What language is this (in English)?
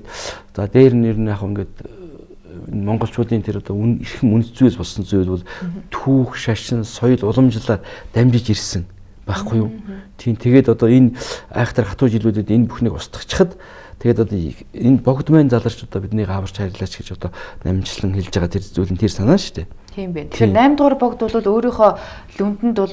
Mongolian